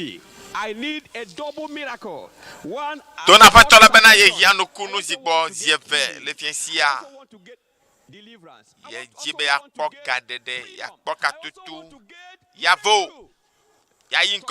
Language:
Ewe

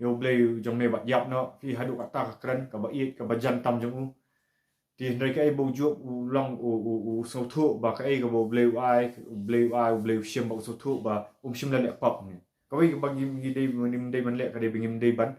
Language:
Khasi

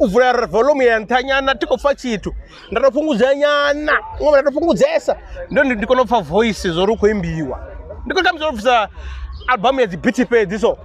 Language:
Venda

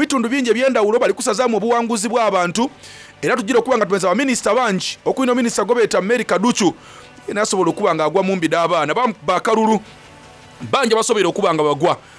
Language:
Soga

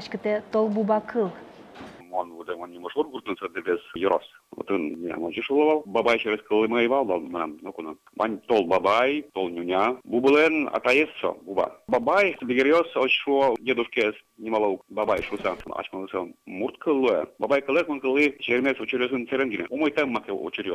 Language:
Udmurt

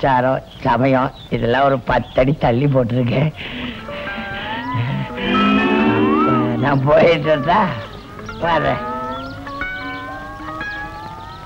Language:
Tamil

